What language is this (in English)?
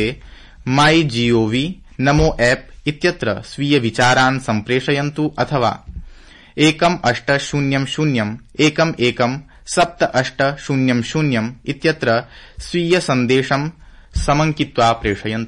Sanskrit